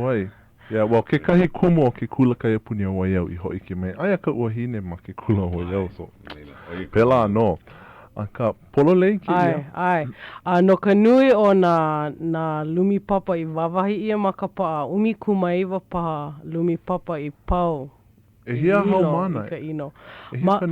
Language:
Hawaiian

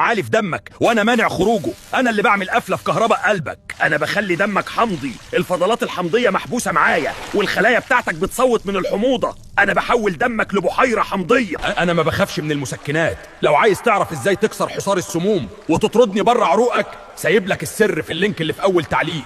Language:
Egyptian Arabic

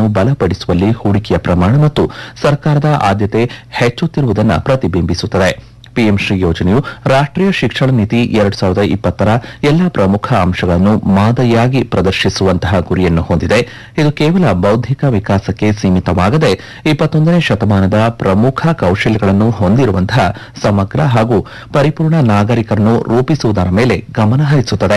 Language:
Kannada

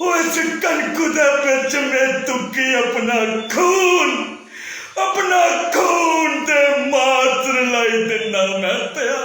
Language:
Dogri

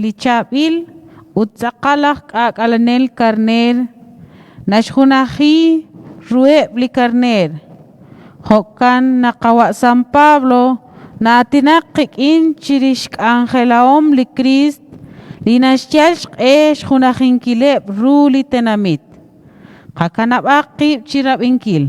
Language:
Kekchí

